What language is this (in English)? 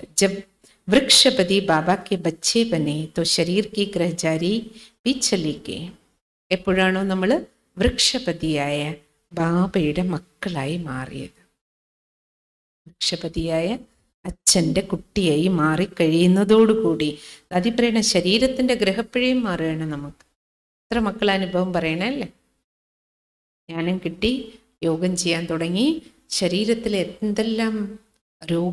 Malayalam